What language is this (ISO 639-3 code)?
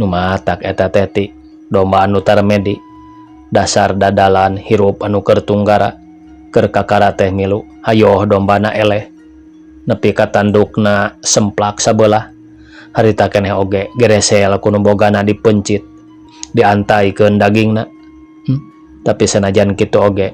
sun